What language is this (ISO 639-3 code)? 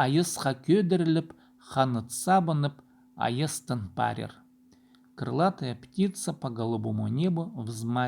kjh